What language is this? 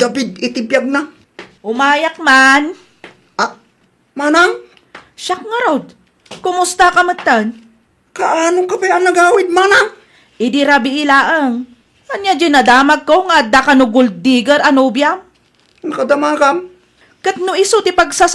Iloko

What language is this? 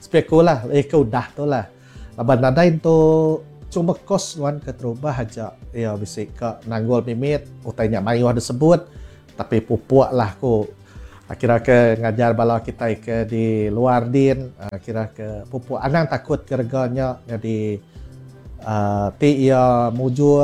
Iban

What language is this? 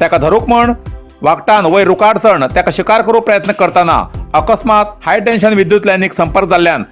Konkani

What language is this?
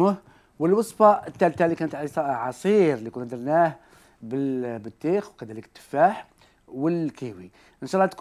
Algerian Arabic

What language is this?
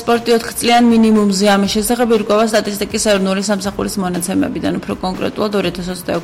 Georgian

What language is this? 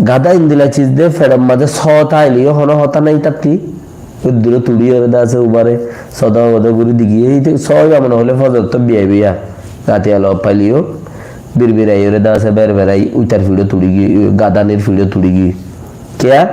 Rohingya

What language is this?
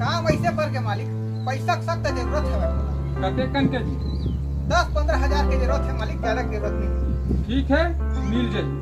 Chhattisgarhi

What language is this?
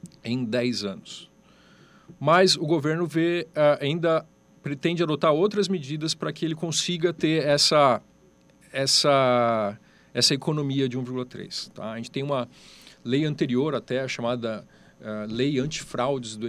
Portuguese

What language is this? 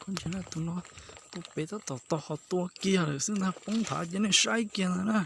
Hmong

